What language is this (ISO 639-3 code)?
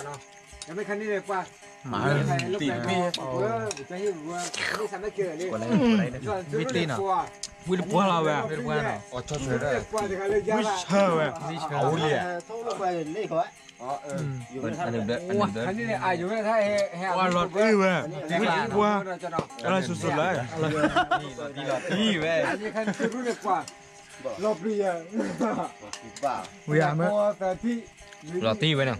tha